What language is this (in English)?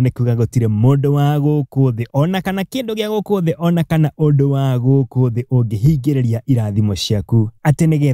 Kikuyu